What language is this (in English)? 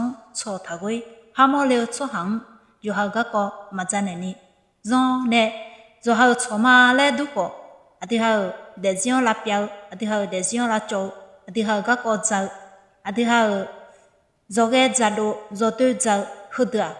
Akha